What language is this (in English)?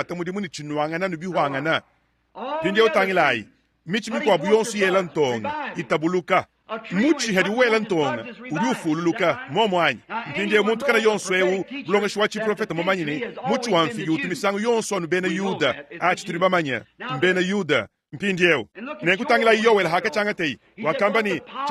Luba-Lulua